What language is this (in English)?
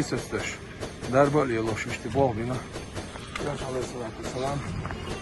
Chechen